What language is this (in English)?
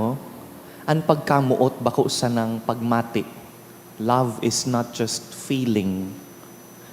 Bikol